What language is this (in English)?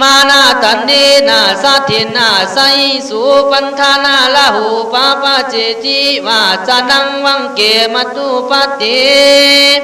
Khün